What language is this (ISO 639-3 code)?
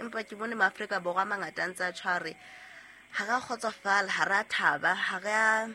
sot